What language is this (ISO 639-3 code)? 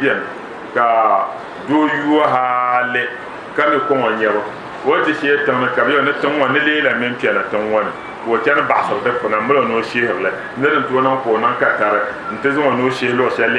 dag